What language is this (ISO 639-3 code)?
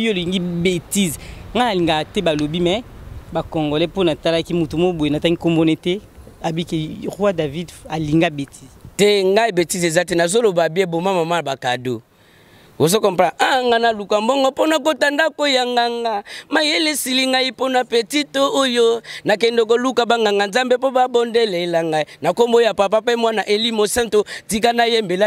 lin